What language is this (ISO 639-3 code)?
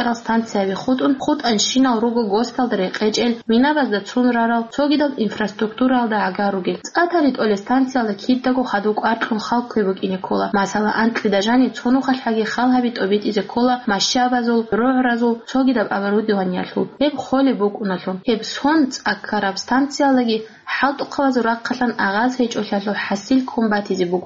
ava